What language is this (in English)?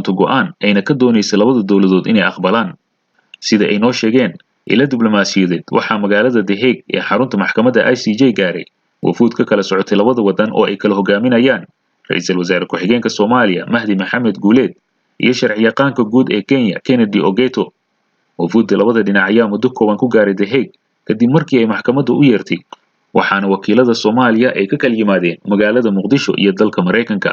Somali